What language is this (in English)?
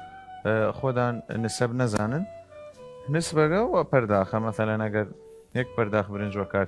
Southern Kurdish